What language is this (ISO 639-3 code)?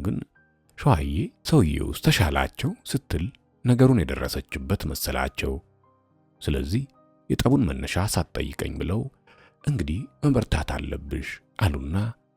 amh